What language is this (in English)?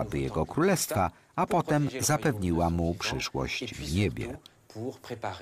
Polish